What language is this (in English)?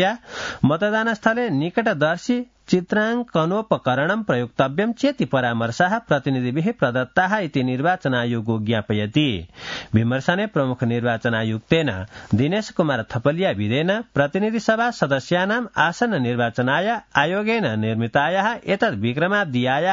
Sanskrit